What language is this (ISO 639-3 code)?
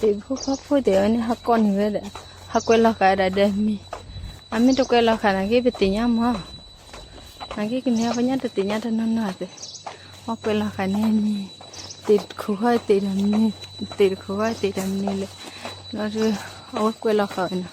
ksw